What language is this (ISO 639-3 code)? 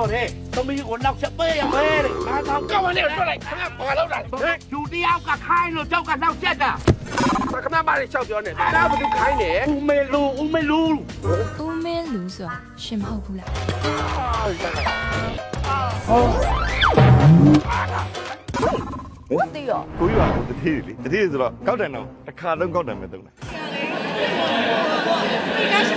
mya